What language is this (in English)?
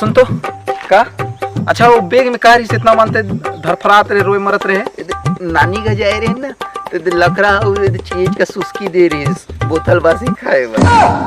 Chhattisgarhi